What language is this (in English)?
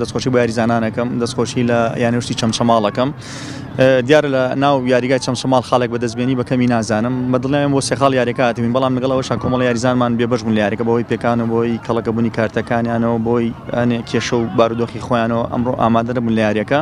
Central Kurdish